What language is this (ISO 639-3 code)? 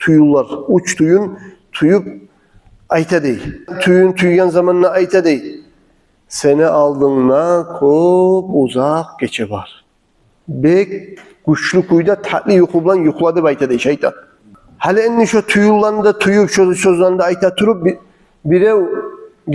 kum